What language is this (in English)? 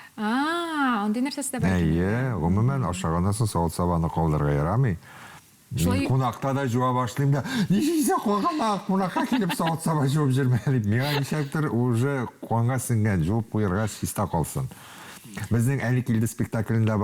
Tatar